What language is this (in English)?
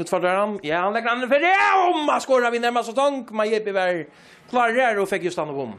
Faroese